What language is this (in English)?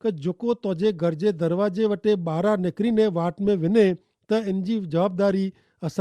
Kachhi